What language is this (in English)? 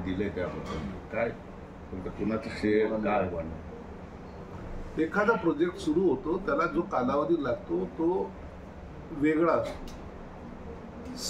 Marathi